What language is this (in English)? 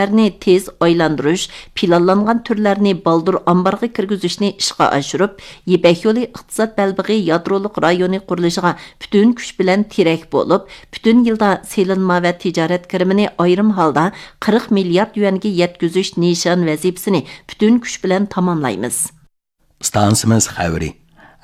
Uyghur